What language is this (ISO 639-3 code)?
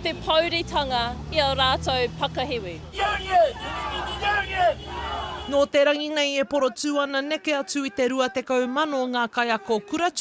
mri